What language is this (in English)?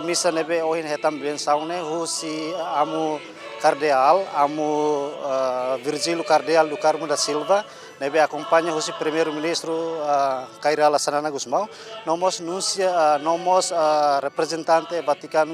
Tetum